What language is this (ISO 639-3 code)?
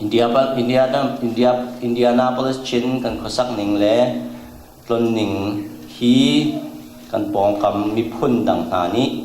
cfm